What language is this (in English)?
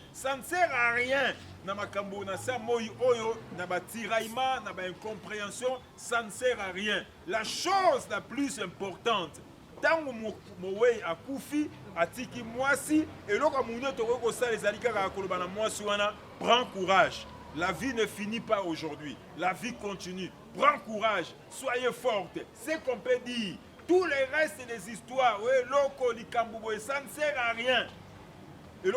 Lingala